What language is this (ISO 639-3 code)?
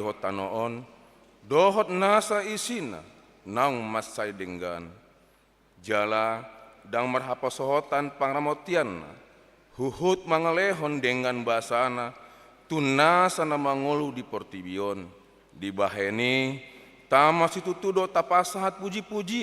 bbc